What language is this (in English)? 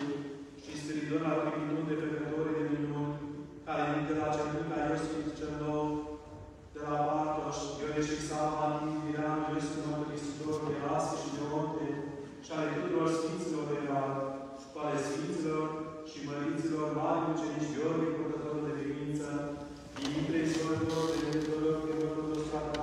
Romanian